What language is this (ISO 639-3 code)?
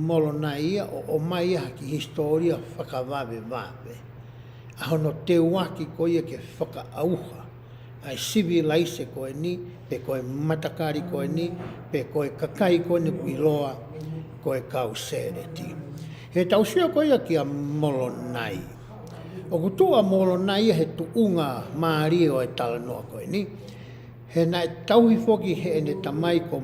ton